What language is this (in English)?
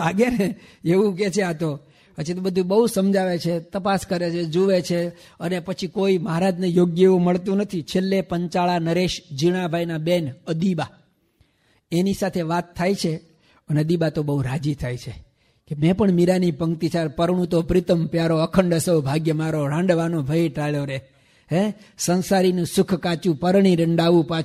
Gujarati